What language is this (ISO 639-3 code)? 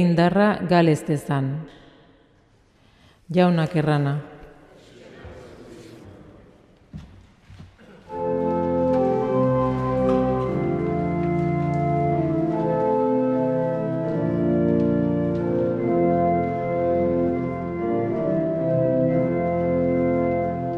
eus